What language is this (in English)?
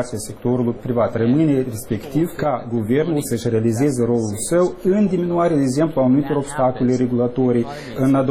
Romanian